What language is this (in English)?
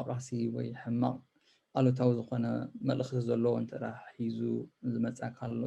Tigrinya